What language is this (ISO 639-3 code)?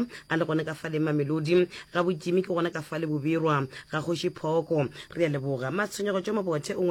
nso